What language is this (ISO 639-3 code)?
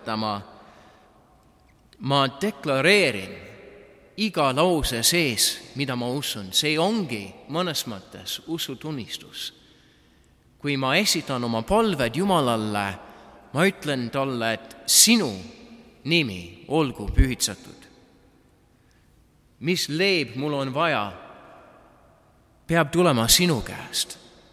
est